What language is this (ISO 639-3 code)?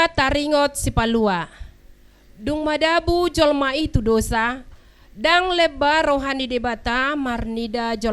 bbc